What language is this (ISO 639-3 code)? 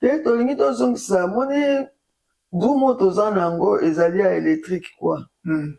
lin